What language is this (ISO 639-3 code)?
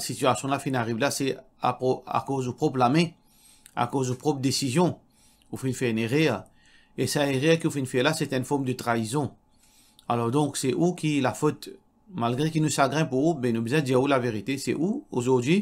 mfe